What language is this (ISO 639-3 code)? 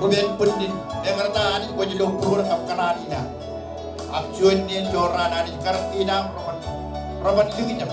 mah